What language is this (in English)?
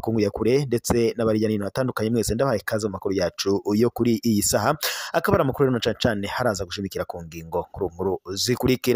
Rundi